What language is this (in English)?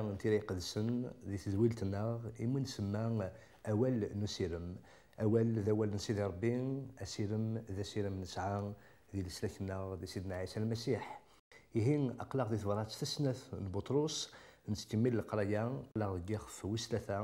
Kabyle